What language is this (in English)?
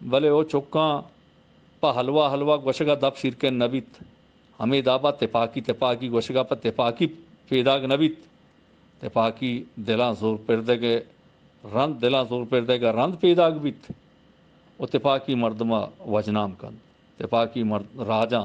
Eastern Balochi